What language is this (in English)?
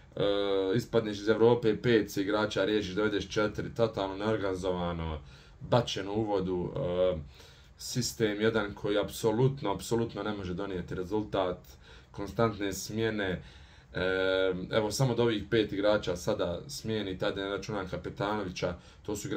Bosnian